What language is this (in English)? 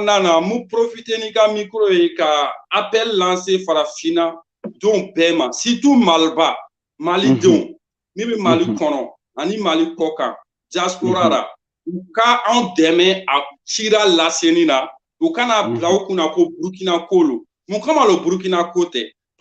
Bambara